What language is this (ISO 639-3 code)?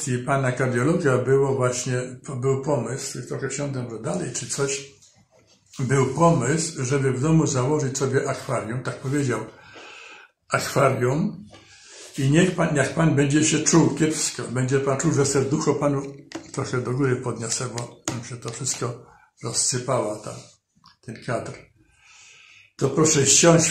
pol